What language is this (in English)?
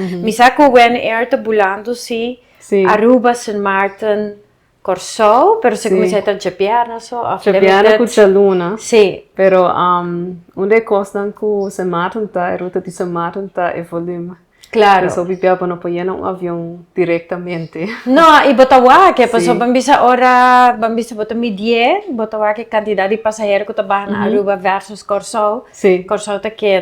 Papiamento